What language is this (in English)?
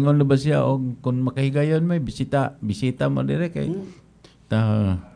Cebuano